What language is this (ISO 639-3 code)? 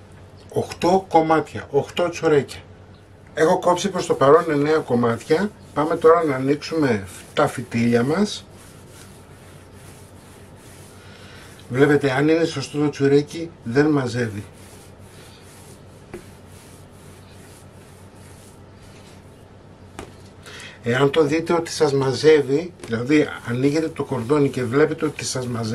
ell